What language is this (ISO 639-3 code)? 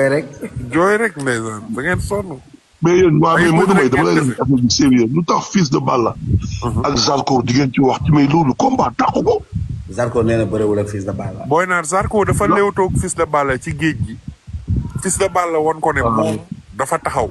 wol